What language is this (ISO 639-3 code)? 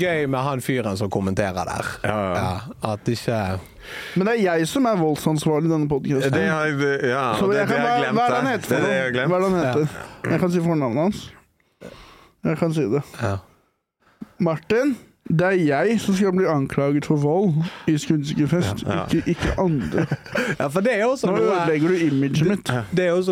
nor